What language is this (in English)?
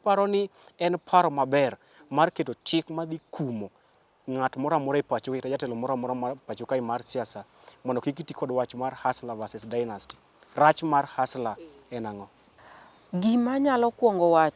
Luo (Kenya and Tanzania)